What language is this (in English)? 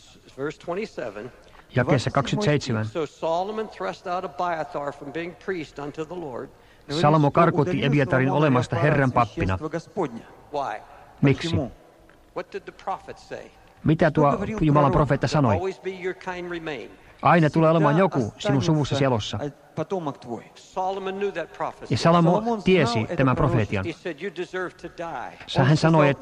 Finnish